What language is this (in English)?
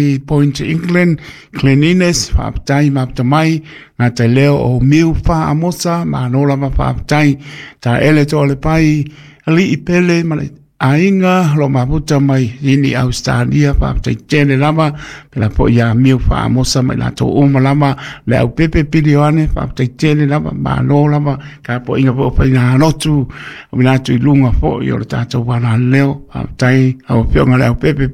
Samoan